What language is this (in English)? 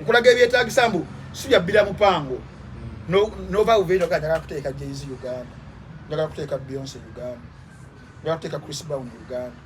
Ganda